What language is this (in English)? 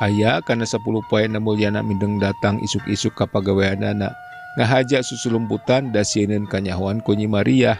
Sundanese